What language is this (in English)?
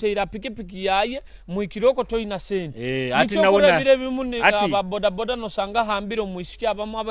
Nyoro